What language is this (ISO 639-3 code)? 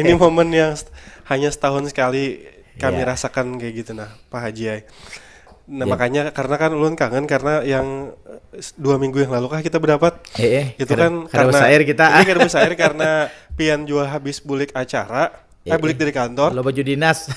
bjn